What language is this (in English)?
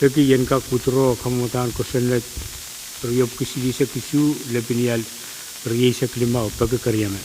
Pohnpeian